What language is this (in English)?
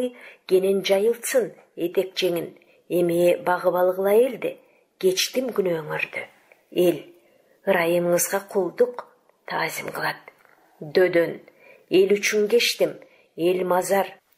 Kyrgyz